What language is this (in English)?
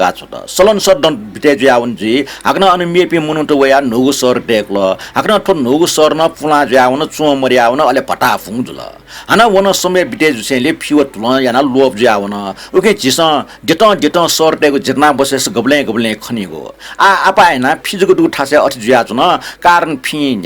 Newari